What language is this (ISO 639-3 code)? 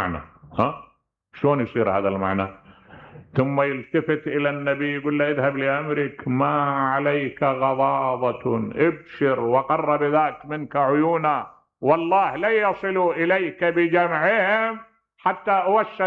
acm